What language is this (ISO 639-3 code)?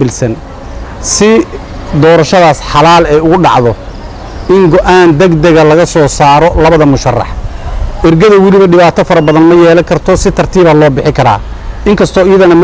som